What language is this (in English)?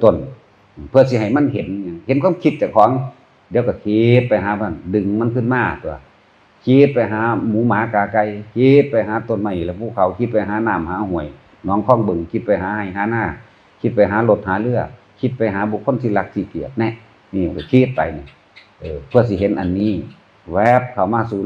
Northeastern Thai